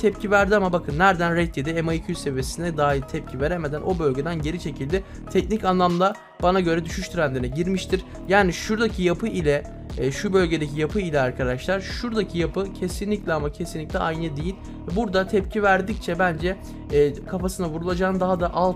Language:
Turkish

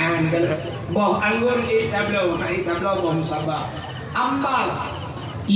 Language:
Achinese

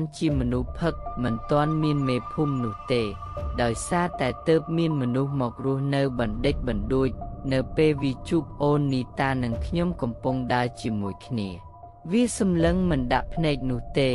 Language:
Khmer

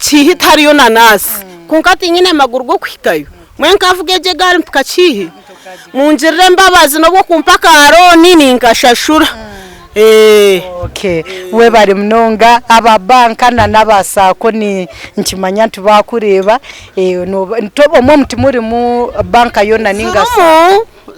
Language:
Nyankole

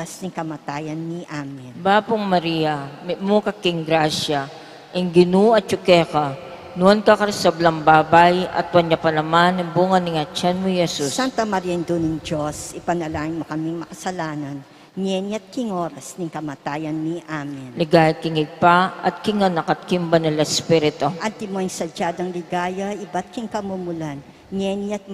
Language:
Pampanga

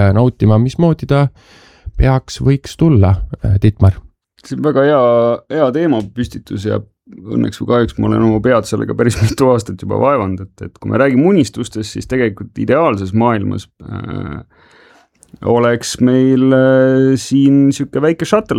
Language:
Estonian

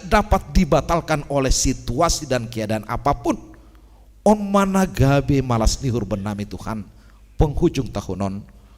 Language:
Batak Simalungun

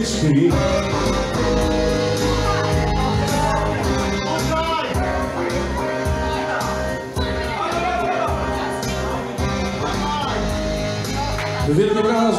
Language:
Polish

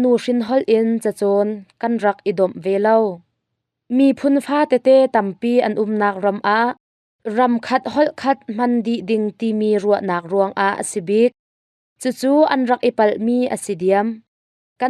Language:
Hakha Chin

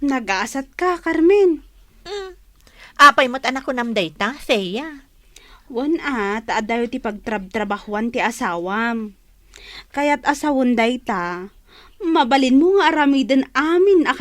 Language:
Iloko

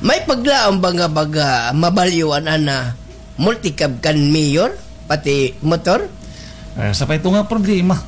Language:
Waray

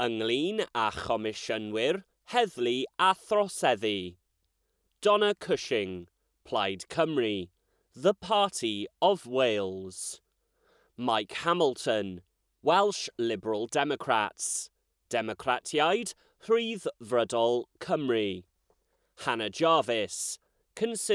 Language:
Welsh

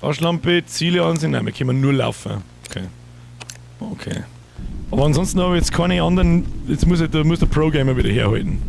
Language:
Bavarian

